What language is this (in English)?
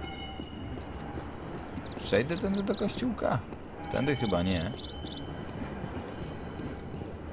Polish